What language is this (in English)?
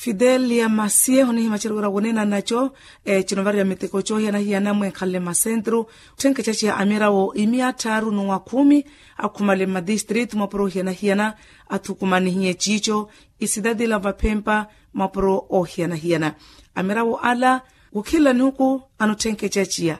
Makhuwa